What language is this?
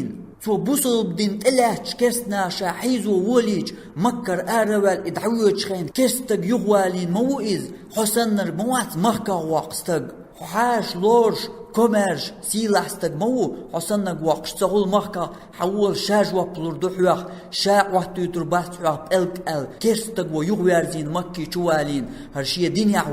Chechen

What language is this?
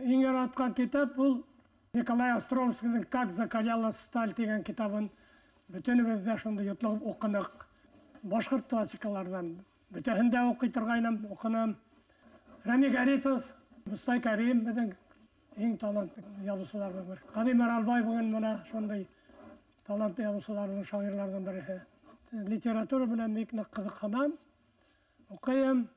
Bashkir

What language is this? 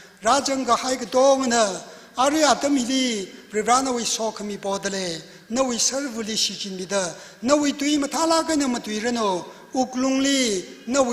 Tangkhul Naga (India)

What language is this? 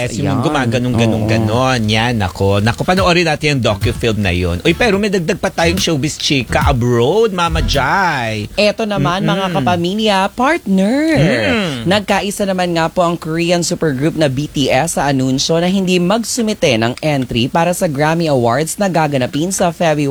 Filipino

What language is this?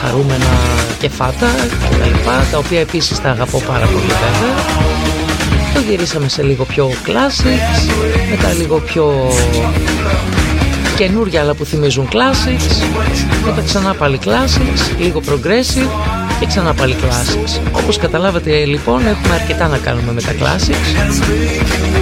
Greek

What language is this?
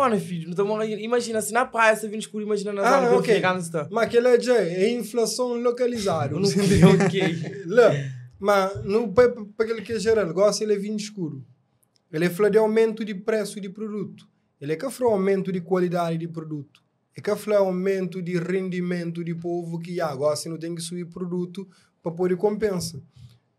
Kabuverdianu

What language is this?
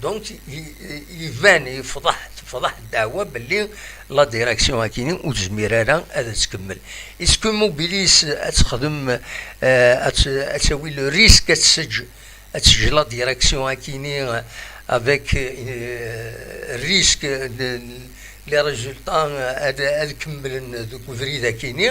Kabyle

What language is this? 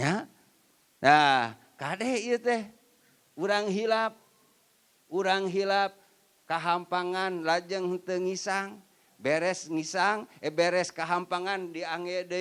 Sundanese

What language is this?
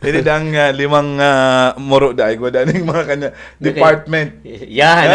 Bikol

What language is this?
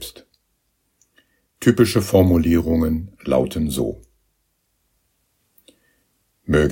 German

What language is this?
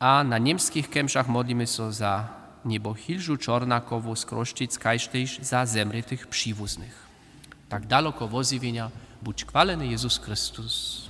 Upper Sorbian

